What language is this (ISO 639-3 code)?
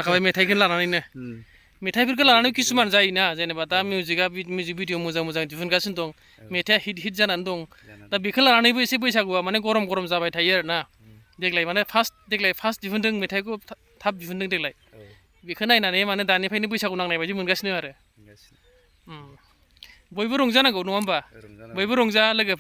brx